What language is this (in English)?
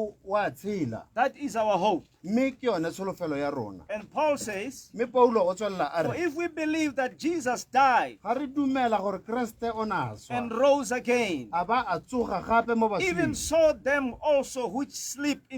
Tswana